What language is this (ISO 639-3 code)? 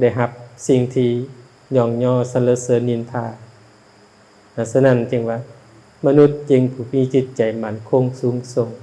lao